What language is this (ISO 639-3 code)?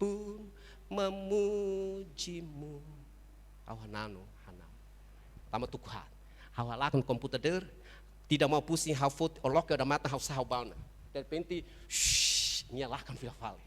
tet